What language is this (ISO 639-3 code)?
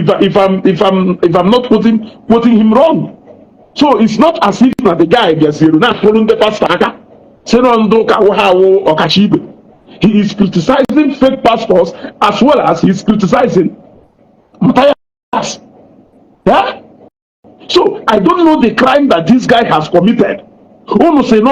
ibo